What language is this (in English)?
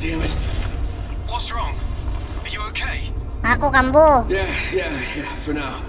Banjar